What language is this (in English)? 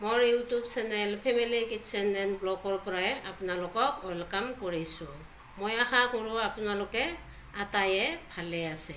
Assamese